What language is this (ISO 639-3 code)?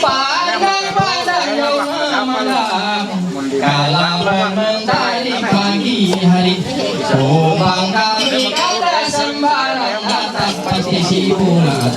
mhy